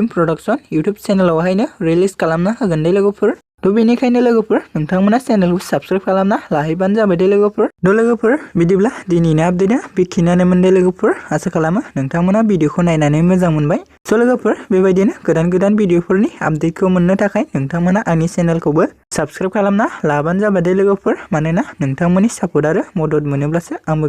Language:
Bodo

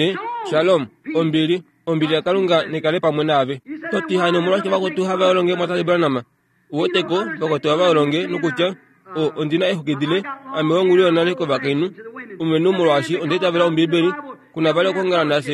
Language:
Kuanyama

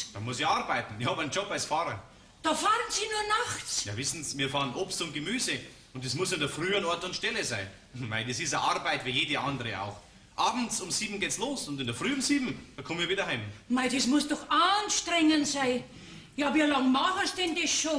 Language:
Bavarian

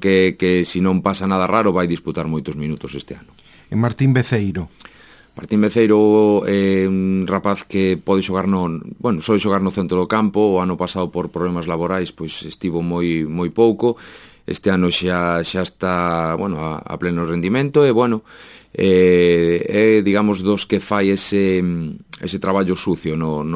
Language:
Galician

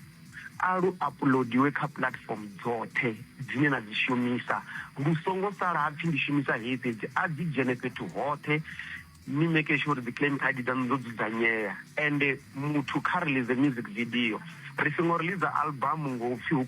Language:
Venda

